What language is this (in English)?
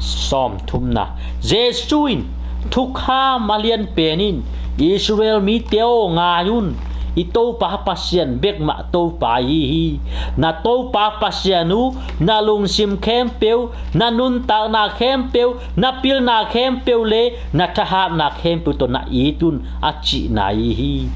Tedim Chin